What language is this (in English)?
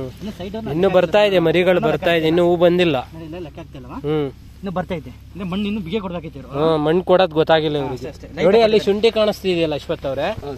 Kannada